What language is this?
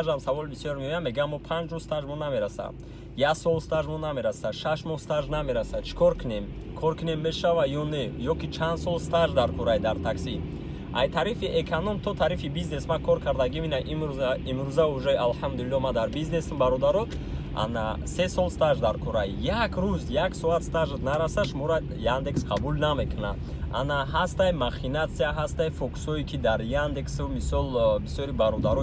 Tajik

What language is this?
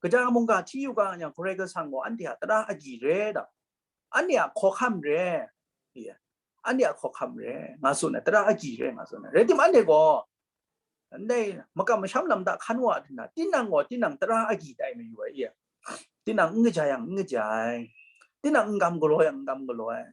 Kachin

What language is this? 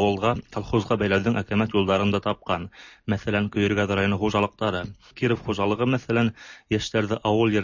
Tatar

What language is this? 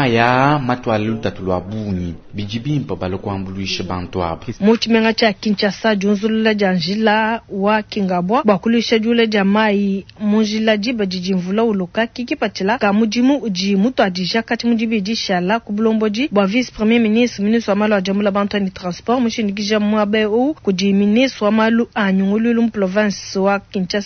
Luba-Lulua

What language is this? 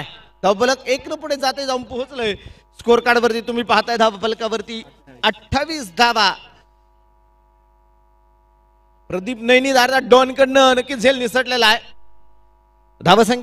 Marathi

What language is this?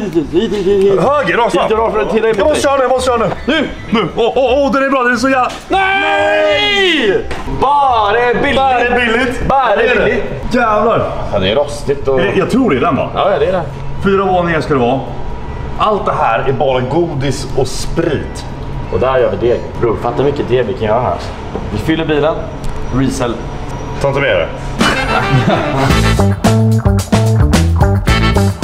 Swedish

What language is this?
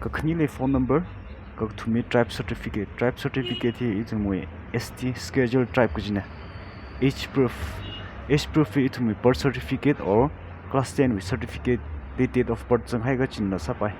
Tangkhul Naga (India)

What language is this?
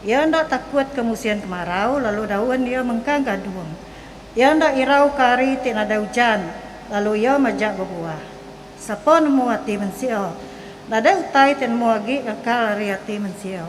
Iban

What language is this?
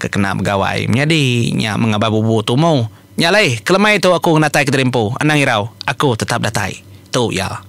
Iban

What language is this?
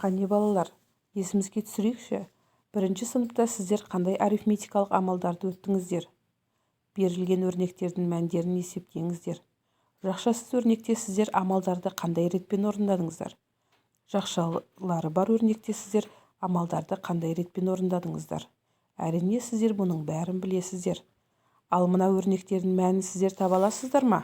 Kazakh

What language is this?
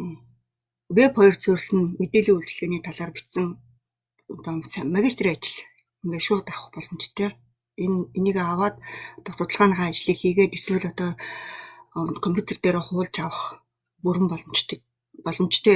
Mongolian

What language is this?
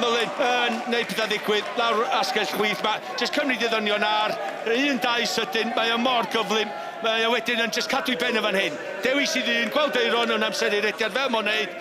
Welsh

